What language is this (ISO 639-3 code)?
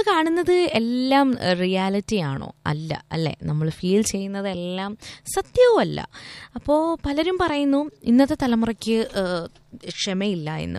mal